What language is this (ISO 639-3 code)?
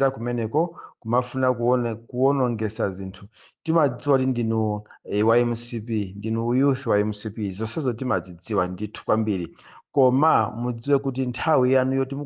nya